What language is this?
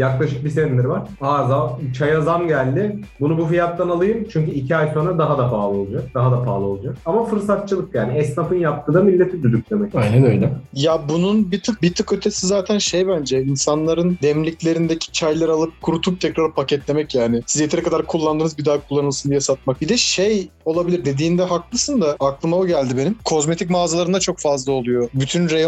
Turkish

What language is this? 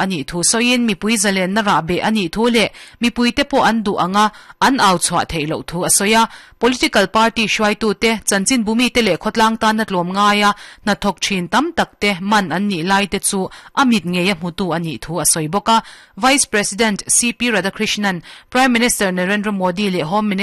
Mizo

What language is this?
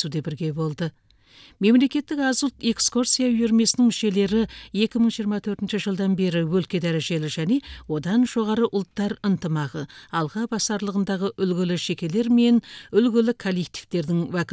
Kazakh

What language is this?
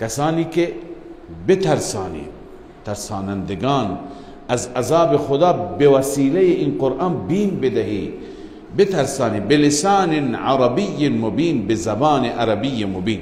Persian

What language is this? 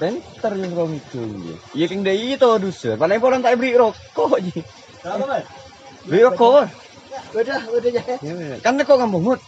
Madurese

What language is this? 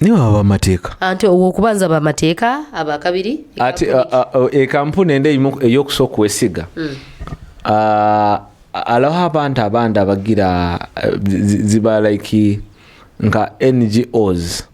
Nyoro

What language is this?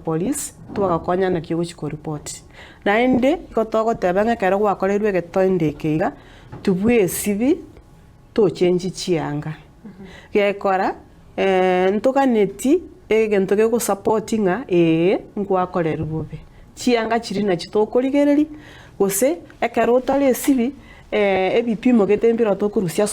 Gusii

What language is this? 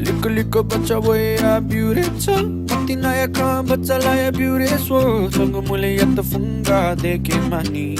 Newari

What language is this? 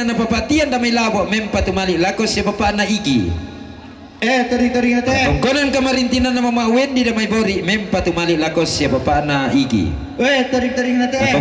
Toraja-Sa'dan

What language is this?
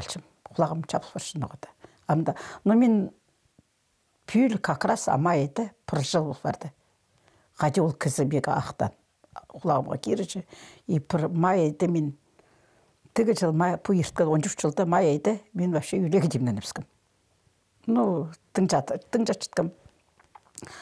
Khakas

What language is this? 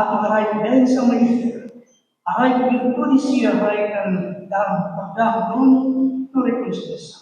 Tetum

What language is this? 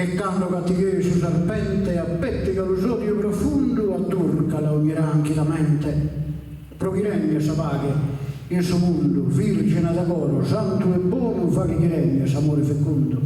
Sardinian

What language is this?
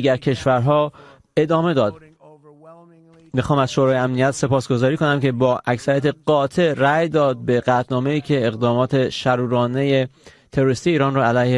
Persian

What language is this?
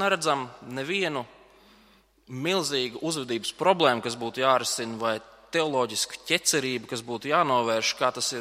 Latvian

